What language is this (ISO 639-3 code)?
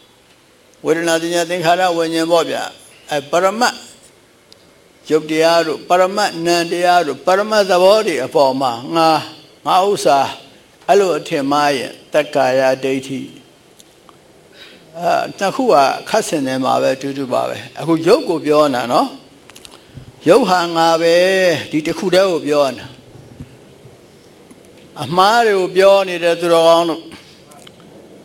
mya